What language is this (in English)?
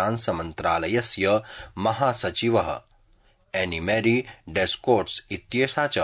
Sanskrit